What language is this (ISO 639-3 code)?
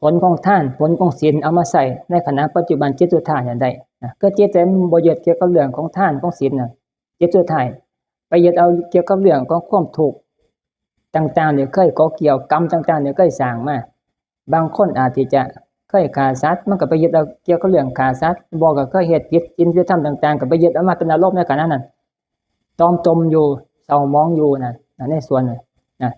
tts